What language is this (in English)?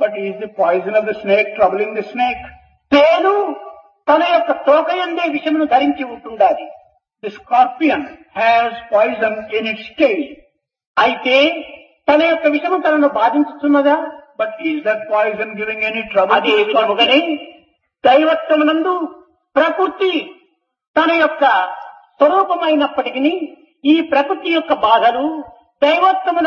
Telugu